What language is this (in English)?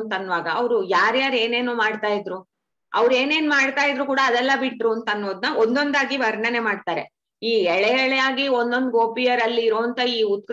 Kannada